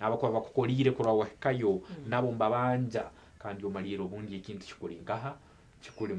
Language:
Nyankole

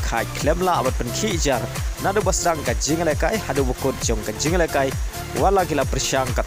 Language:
Khasi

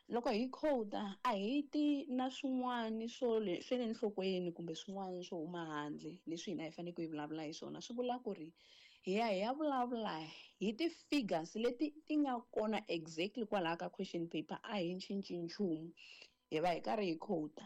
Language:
Tsonga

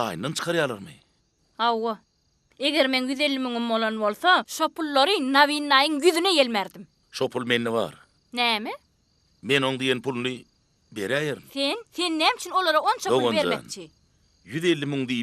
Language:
Turkmen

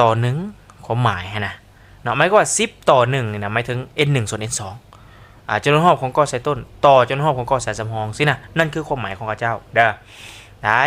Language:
Lao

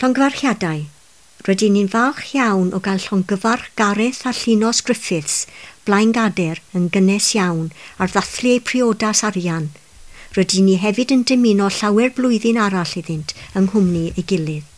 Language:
Welsh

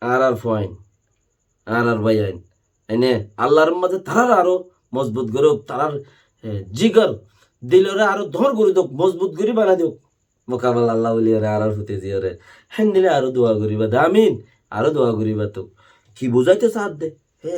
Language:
Rohingya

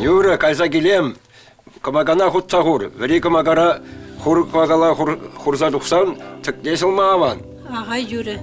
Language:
Chuvash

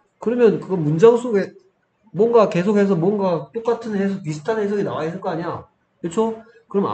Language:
Korean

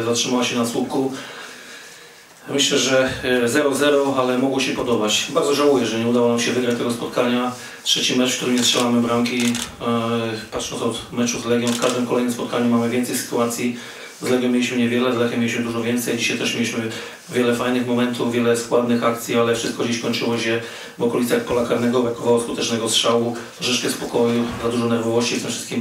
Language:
Polish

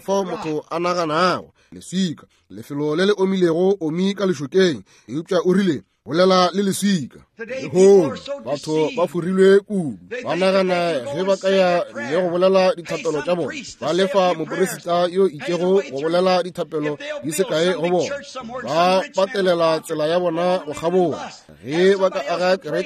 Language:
Northern Sotho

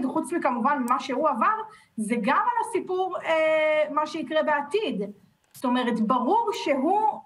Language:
Hebrew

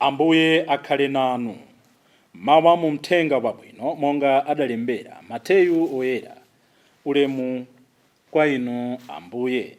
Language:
Nyanja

